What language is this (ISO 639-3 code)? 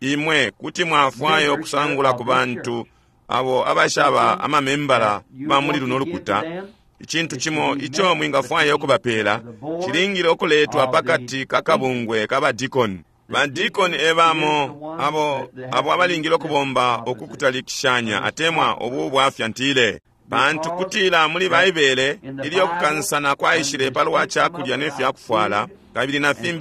bem